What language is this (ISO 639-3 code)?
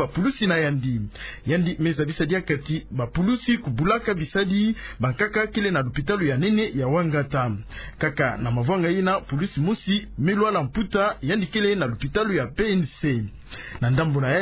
ktu